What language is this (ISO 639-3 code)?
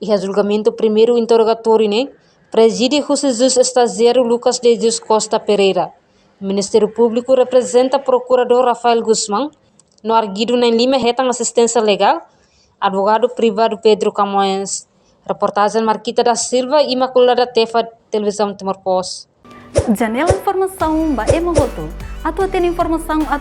tet